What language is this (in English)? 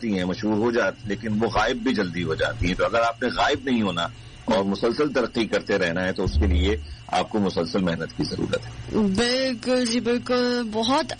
Urdu